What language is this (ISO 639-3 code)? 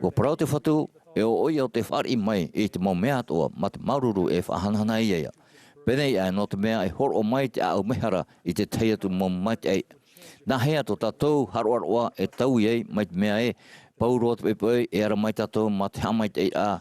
tah